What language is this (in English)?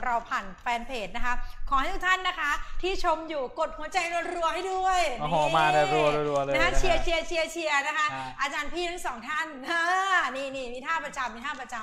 Thai